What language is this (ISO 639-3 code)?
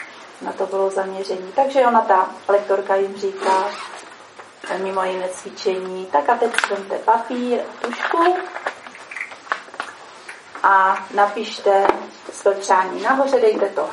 ces